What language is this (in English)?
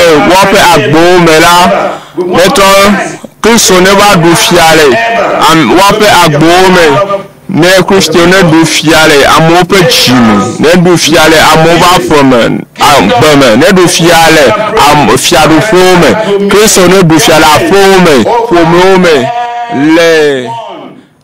Ewe